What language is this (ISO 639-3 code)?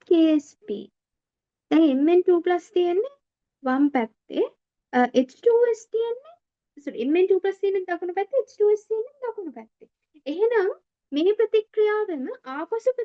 sin